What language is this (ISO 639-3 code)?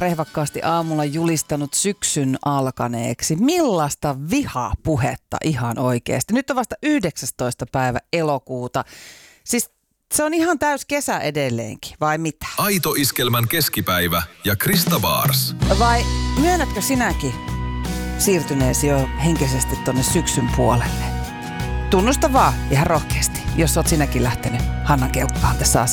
fin